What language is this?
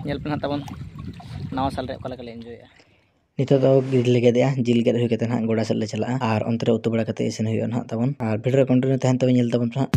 Santali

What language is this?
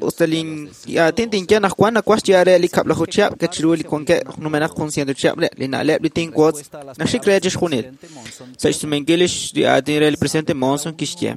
Kekchí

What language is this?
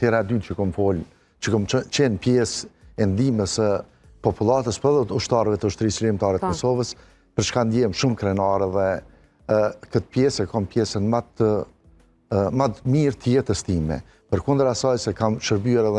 Albanian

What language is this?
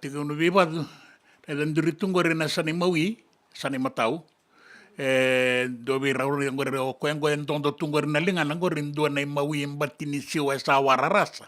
Fijian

